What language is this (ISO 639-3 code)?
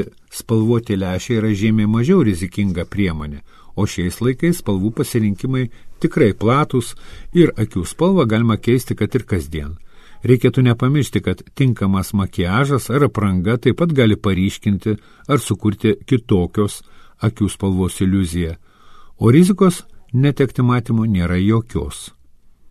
lit